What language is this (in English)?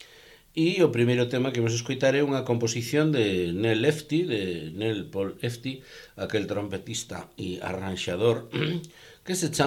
Galician